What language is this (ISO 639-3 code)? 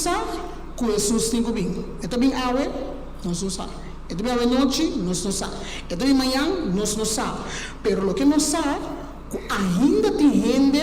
pap